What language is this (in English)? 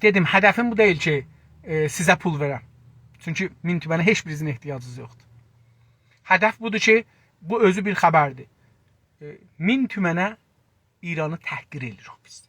South Azerbaijani